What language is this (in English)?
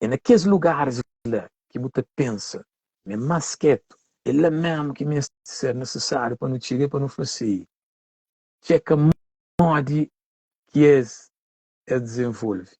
Kabuverdianu